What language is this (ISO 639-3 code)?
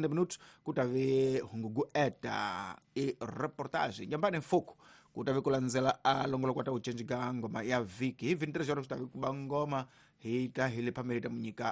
tso